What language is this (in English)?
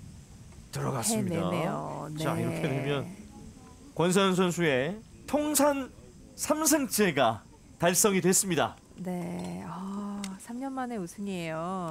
Korean